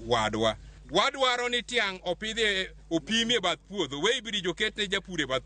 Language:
Luo (Kenya and Tanzania)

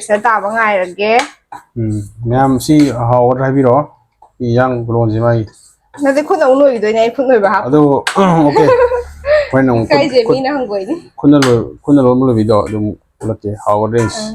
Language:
Manipuri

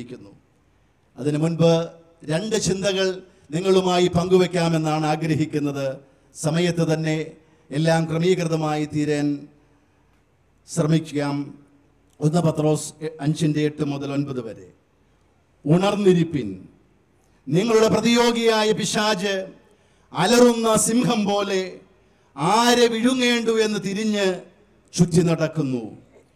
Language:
Malayalam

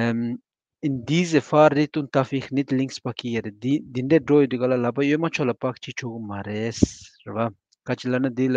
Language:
Tibetan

